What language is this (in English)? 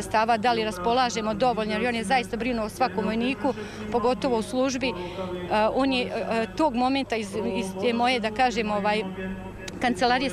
Serbian